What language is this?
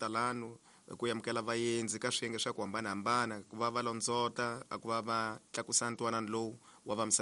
Tsonga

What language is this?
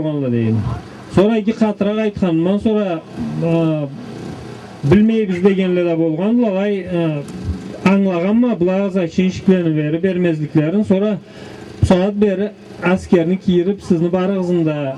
Karachay-Balkar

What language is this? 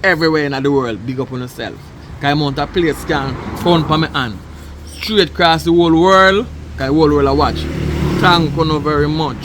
Jamaican Creole English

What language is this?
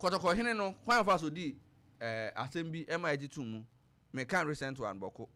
Akan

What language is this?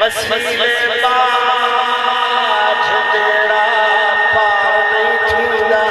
Saraiki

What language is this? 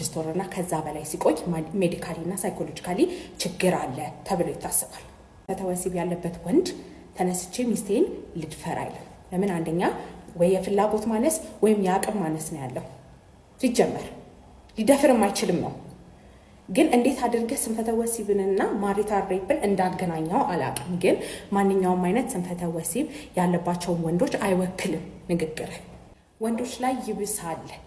Amharic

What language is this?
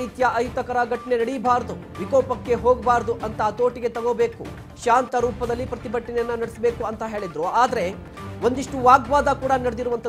Kannada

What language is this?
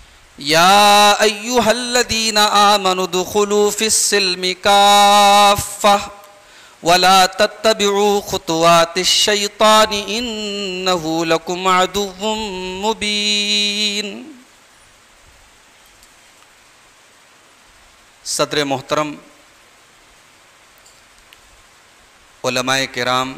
Urdu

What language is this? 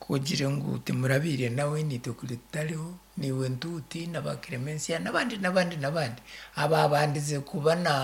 Nyankole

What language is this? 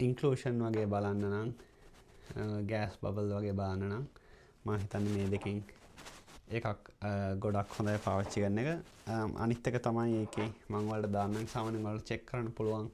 Sinhala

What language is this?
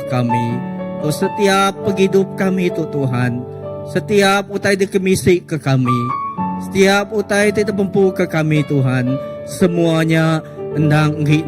Iban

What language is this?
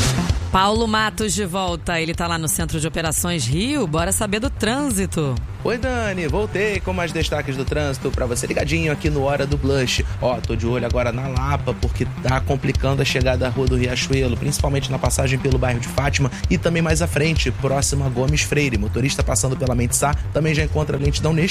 Portuguese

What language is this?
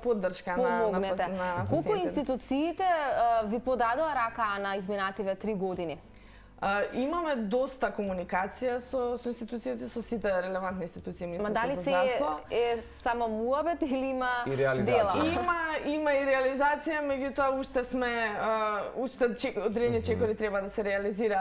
Macedonian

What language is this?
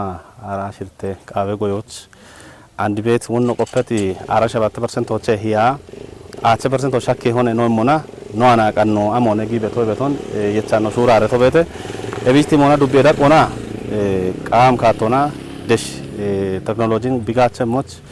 Kafa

